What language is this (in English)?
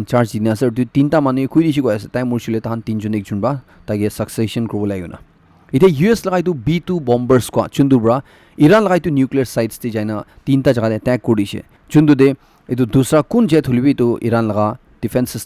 Naga Pidgin